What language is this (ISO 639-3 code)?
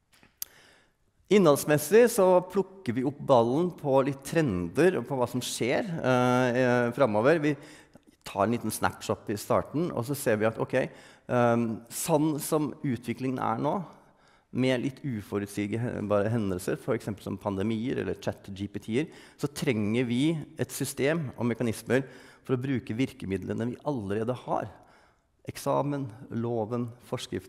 nor